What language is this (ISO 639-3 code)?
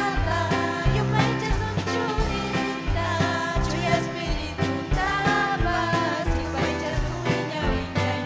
quy